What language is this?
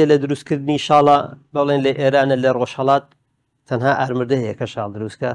Central Kurdish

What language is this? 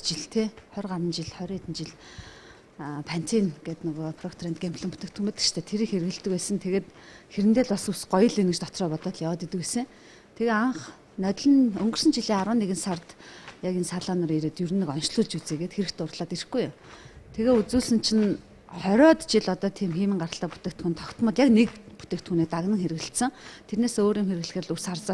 Mongolian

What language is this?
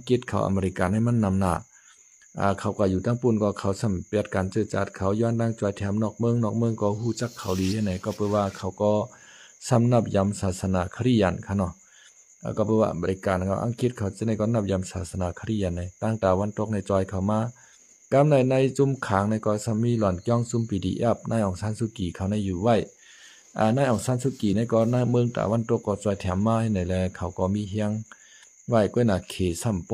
Shan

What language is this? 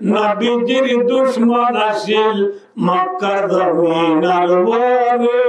Rohingya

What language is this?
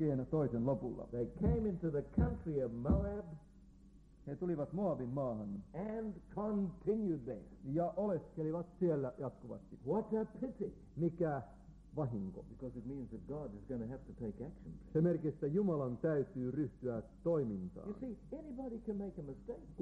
Finnish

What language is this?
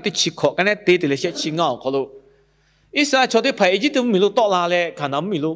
Lahu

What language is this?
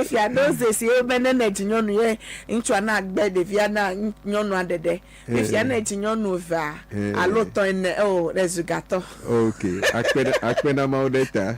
Ewe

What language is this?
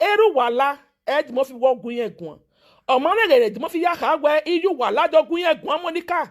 Nigerian Pidgin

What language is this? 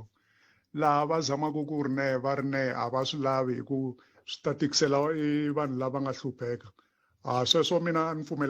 Tsonga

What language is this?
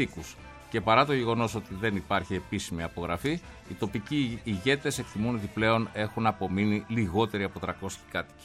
Greek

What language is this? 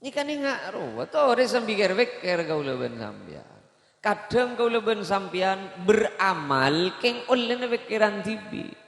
Madurese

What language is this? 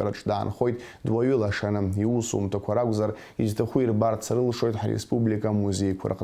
Abkhazian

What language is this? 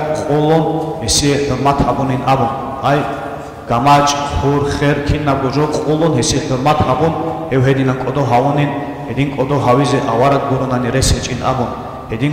Avaric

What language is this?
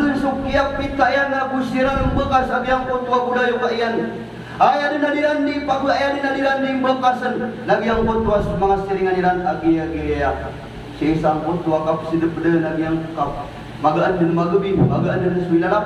Maranao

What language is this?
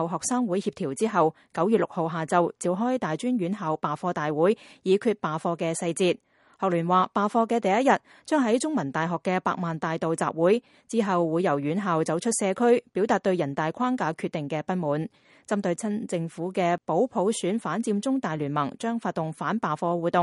Cantonese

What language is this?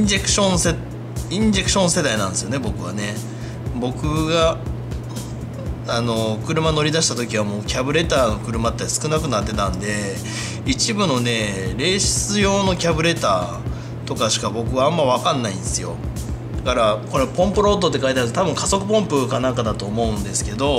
Japanese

